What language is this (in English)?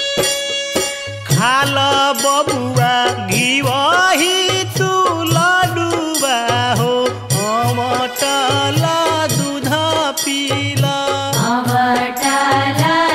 Bhojpuri